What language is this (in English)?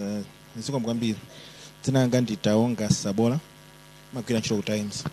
Nyanja